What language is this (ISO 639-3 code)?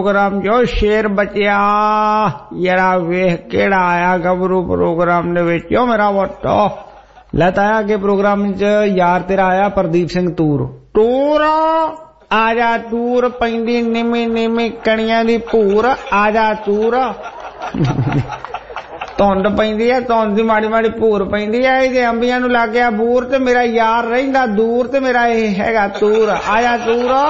pan